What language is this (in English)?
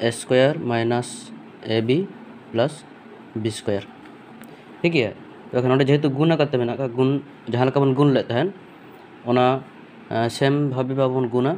Santali